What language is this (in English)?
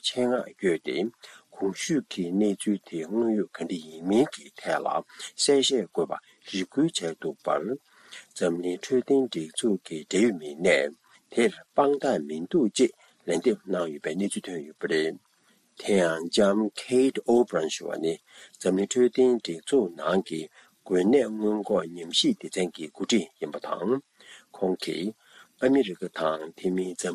Tibetan